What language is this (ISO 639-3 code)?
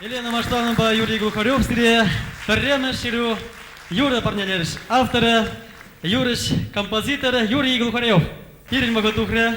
chv